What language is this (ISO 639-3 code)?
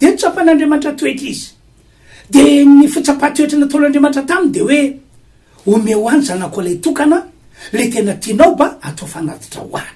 mlg